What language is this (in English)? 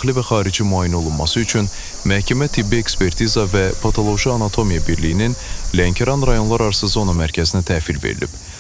Azerbaijani